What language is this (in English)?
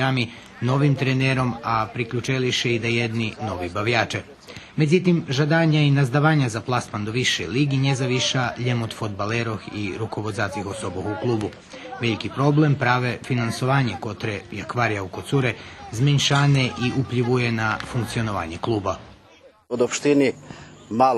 Rusyn